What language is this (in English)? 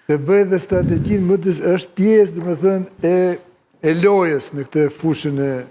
Albanian